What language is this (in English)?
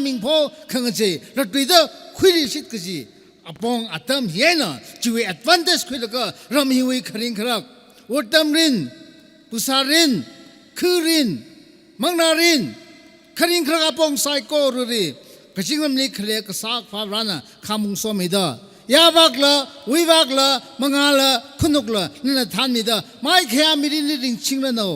Tangkhul Naga (India)